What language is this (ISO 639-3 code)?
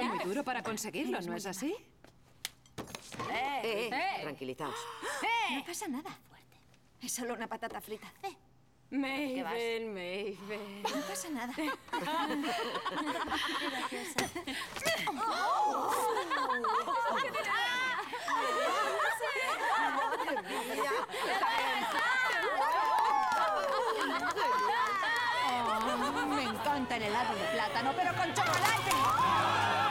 spa